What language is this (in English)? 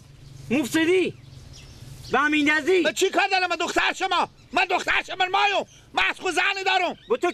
Persian